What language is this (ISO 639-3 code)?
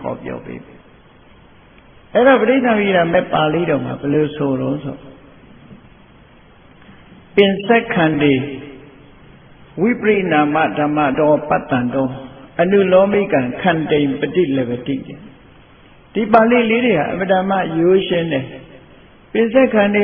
mya